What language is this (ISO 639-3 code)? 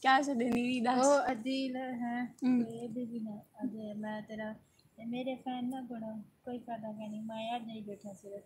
skr